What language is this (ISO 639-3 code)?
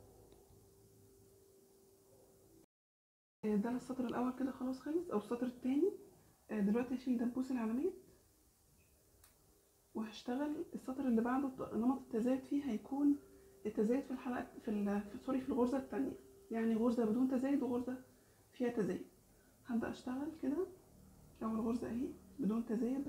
arz